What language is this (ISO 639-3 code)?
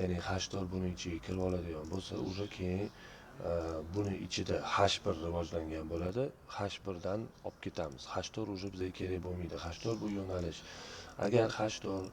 uzb